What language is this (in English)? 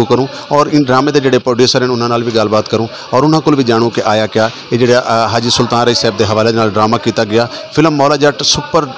Saraiki